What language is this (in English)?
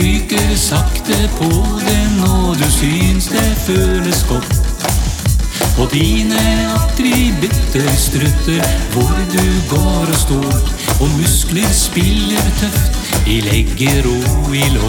Norwegian